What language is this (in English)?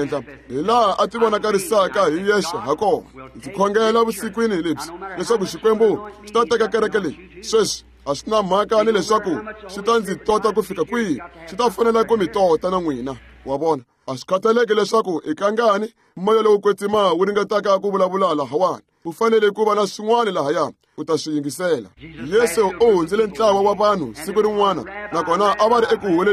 Tsonga